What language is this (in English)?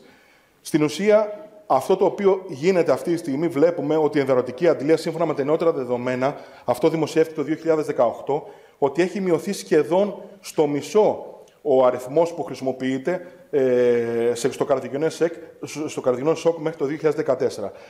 Greek